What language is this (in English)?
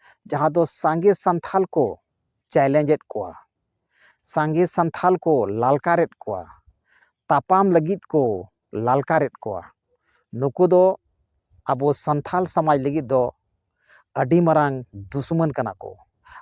Santali